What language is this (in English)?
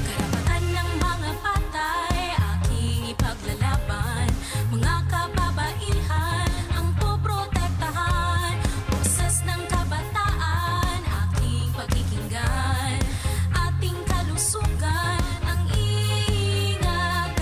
Bikol